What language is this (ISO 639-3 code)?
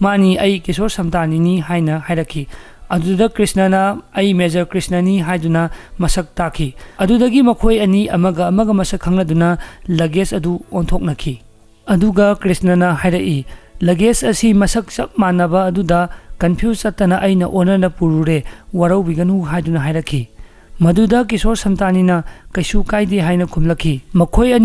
mni